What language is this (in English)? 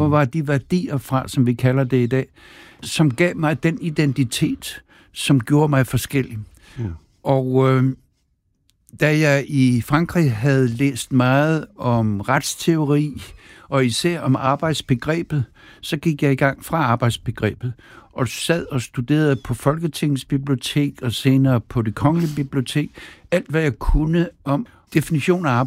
Danish